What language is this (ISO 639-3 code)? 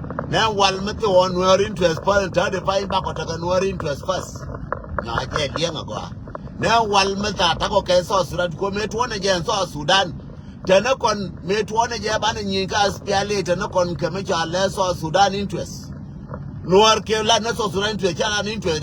nus